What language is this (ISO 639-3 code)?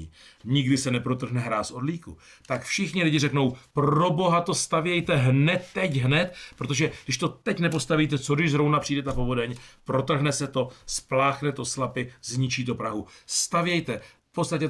ces